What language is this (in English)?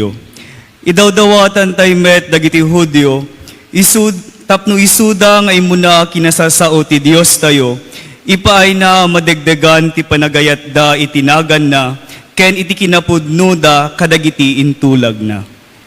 Iloko